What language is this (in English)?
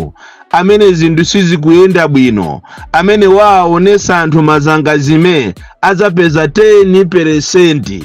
Nyanja